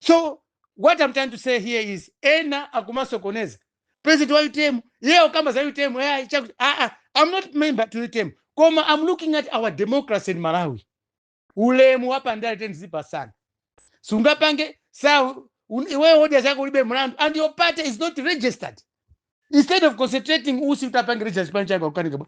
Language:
Nyanja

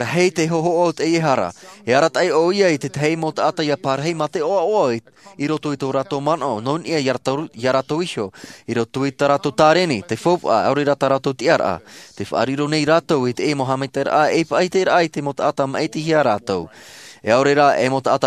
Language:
Tahitian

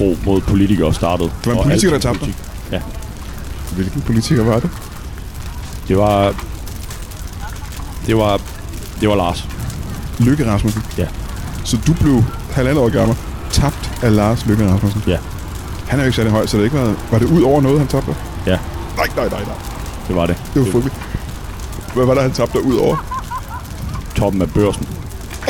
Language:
Danish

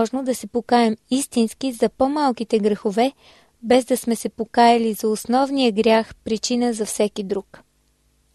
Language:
Bulgarian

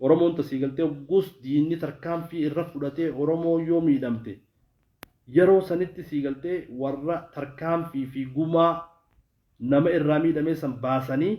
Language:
Oromo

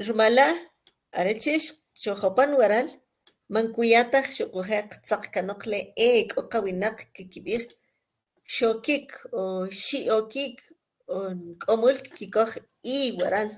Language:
Kʼicheʼ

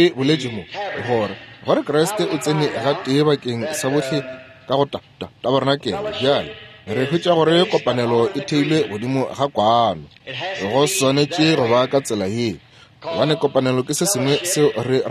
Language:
Northern Sotho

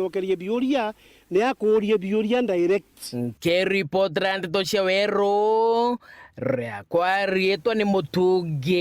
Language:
Meru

